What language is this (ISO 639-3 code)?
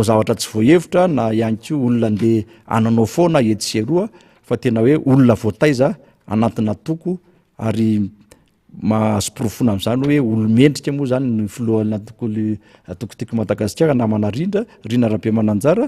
mlg